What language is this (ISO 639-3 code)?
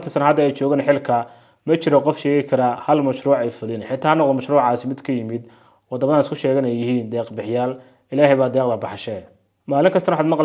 som